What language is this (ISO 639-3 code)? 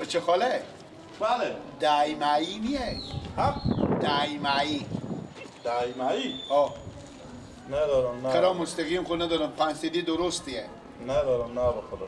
fas